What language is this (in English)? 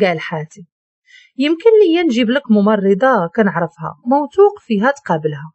Moroccan Arabic